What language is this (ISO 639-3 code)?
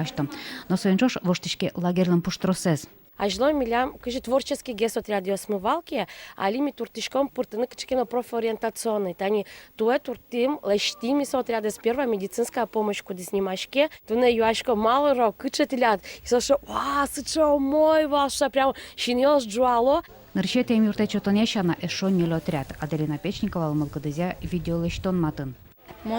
udm